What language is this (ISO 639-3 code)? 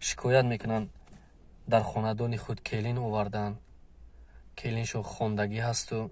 tgk